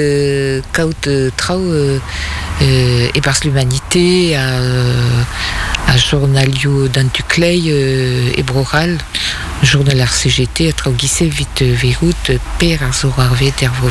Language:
Breton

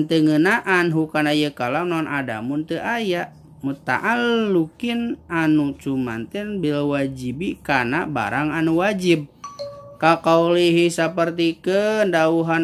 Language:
Sundanese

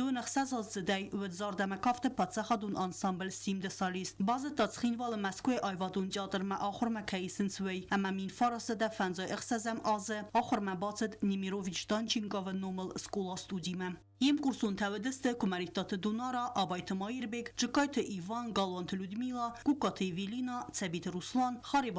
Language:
Ossetic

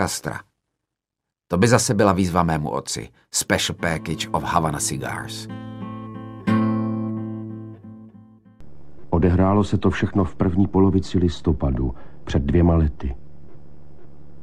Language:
Czech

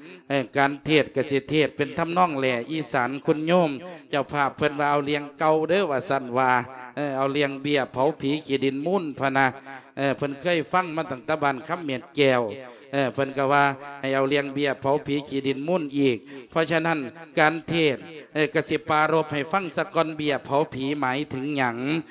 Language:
Lao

